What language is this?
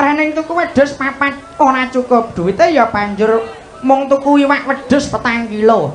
Javanese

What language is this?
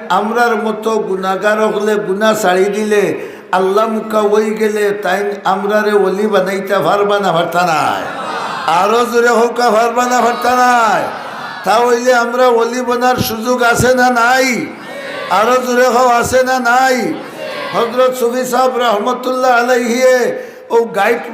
Sylheti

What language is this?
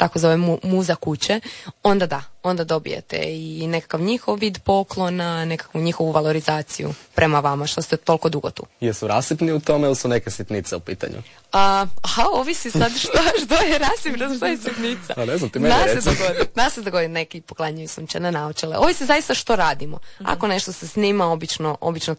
Croatian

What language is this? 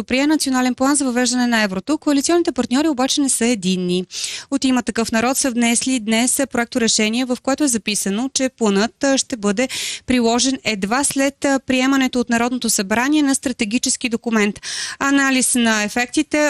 Bulgarian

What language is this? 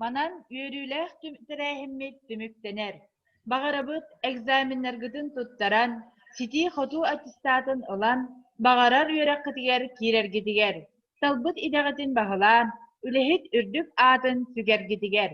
Yakut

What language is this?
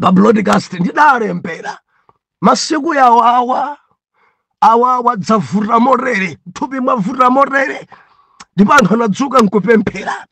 Nyanja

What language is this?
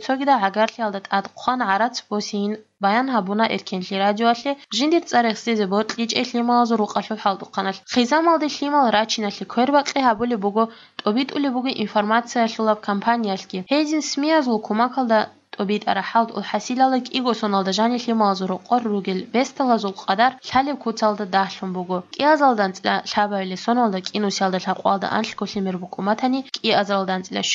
Avaric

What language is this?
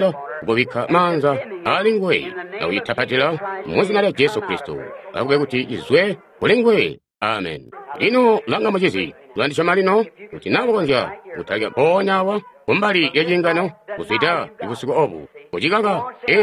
Tonga (Zambia)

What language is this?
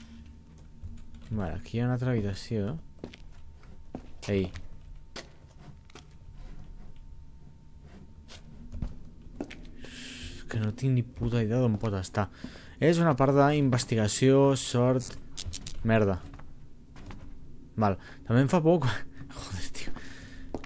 Catalan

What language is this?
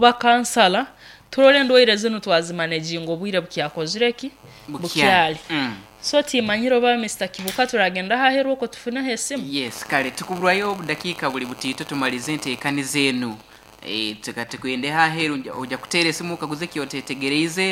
Nyoro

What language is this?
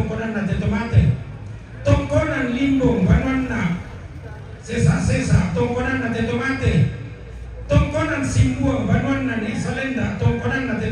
Toraja-Sa'dan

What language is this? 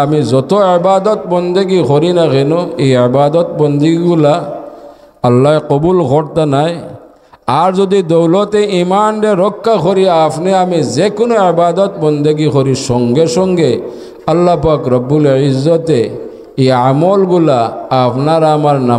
Sylheti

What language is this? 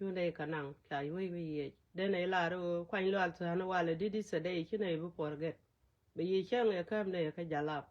Nuer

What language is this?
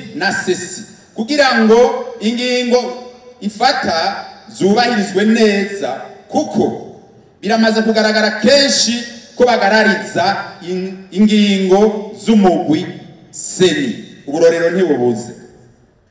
Rundi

